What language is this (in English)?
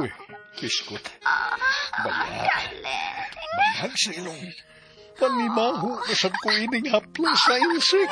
Cebuano